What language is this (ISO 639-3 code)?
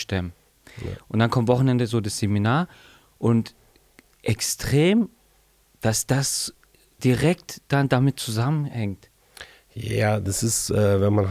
deu